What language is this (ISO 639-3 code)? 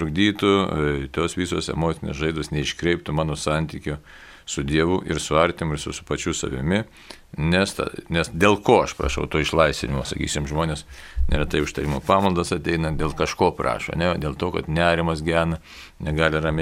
lit